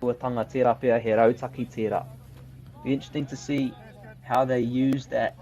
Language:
Māori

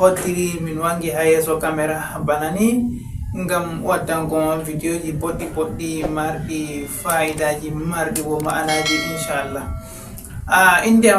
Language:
Fula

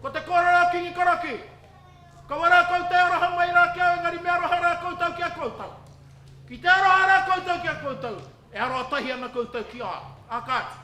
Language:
Māori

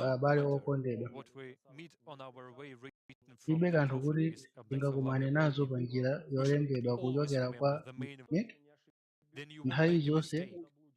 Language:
Nyanja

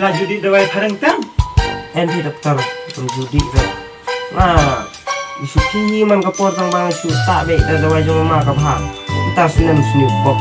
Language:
Khasi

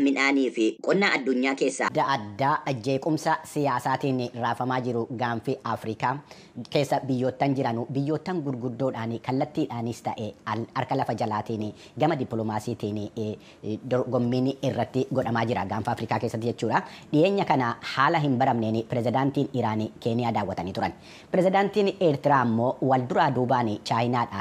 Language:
Oromo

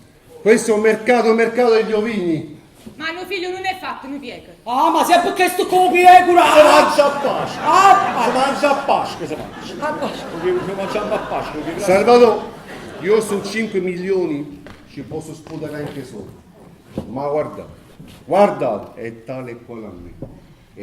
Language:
Neapolitan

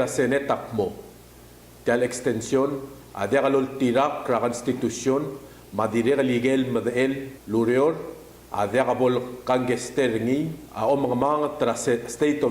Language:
Palauan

